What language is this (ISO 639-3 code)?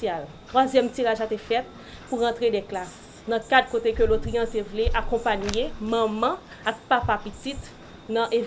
hat